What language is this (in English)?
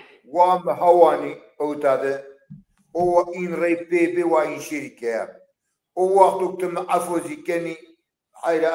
Zaza